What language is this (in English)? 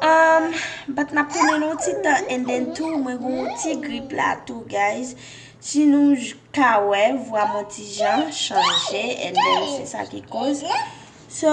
Haitian Creole